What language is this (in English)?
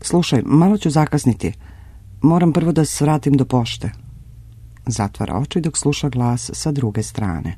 Serbian